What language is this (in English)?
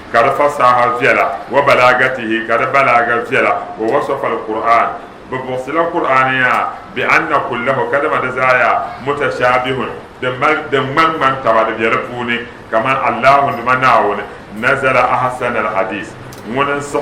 Dagbani